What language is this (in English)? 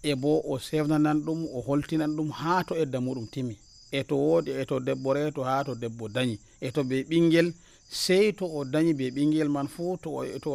Nigerian Fulfulde